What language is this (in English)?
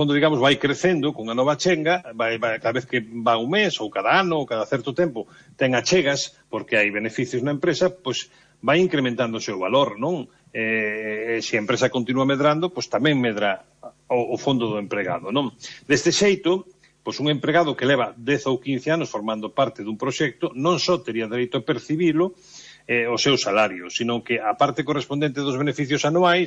Galician